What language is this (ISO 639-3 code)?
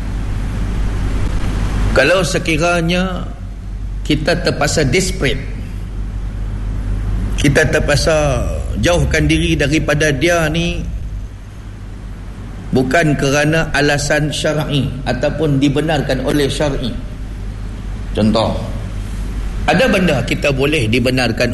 msa